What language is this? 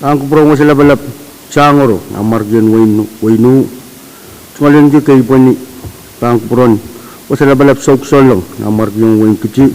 Pohnpeian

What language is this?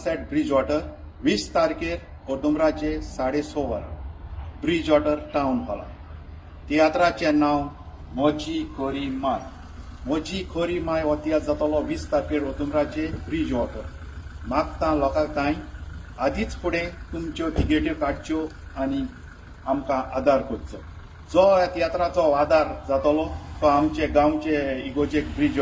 Konkani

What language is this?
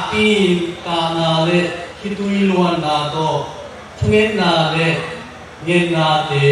Tedim Chin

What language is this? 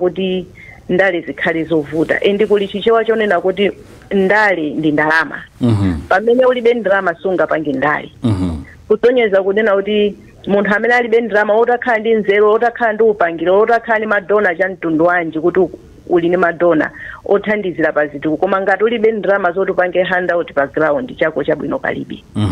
Nyanja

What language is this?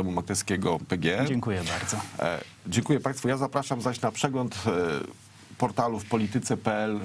Polish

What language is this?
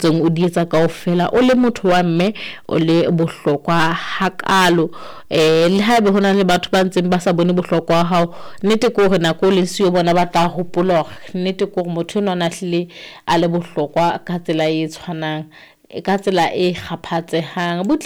Southern Sotho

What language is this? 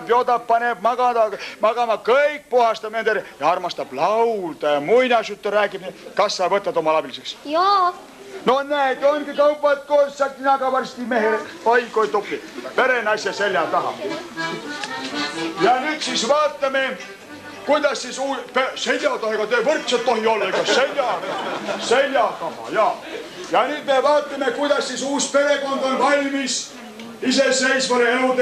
Estonian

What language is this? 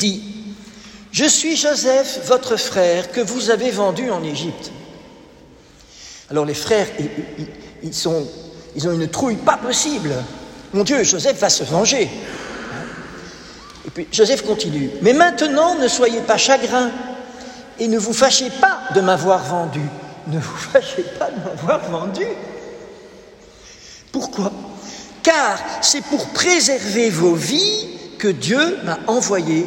French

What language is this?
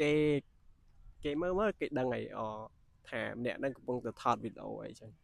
Khmer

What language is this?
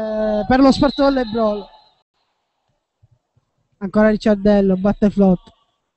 Italian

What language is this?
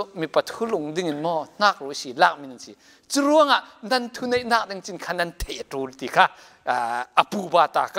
Falam Chin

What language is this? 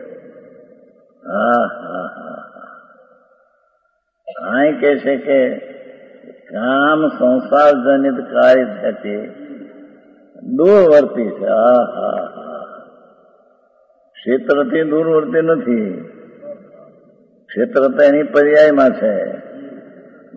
Gujarati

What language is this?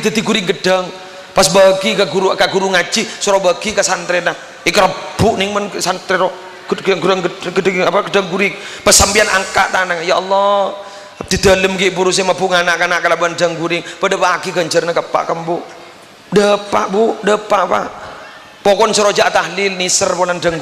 Madurese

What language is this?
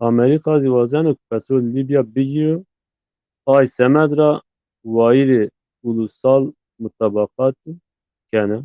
Zaza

